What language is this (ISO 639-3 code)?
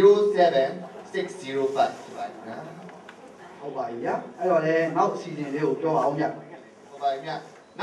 mya